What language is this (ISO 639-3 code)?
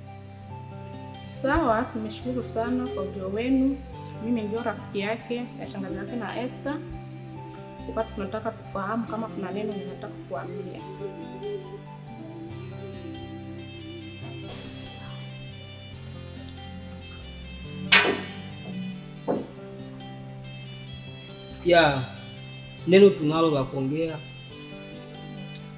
swa